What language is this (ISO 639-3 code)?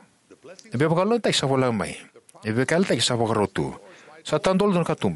fij